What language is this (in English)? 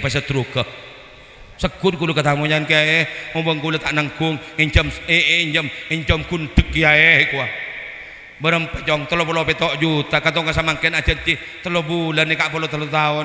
Madurese